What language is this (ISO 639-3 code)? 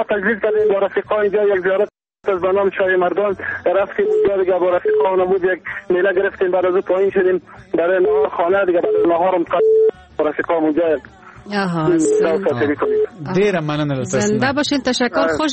fas